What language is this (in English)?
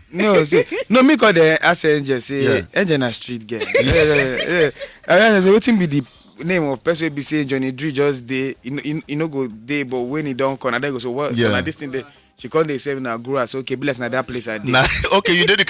Nigerian Pidgin